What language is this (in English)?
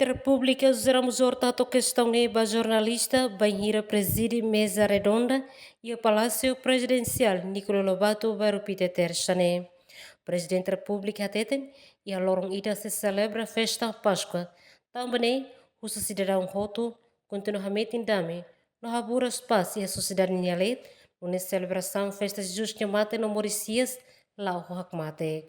Tetum